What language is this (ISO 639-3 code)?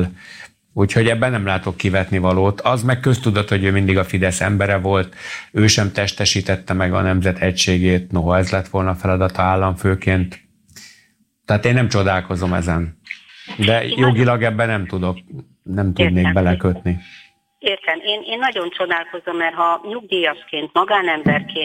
hun